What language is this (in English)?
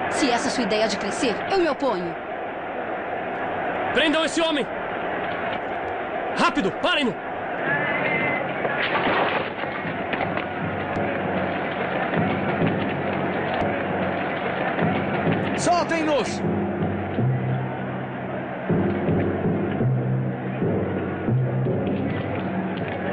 Portuguese